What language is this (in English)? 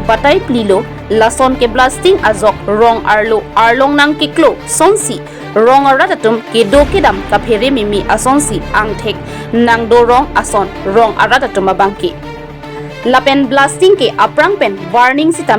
Karbi